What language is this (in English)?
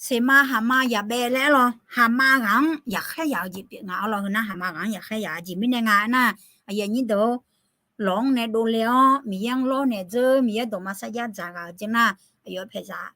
Akha